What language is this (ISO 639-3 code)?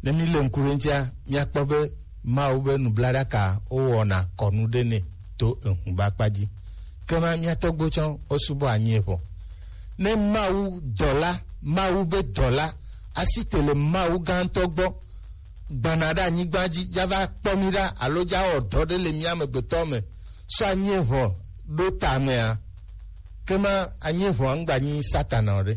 gej